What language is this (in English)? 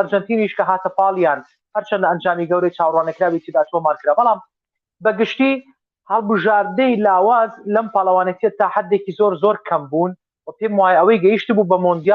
Central Kurdish